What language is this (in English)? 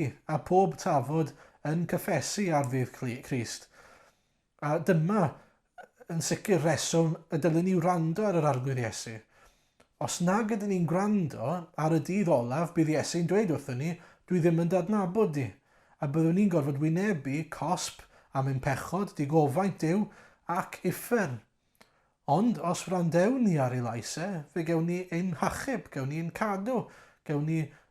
Welsh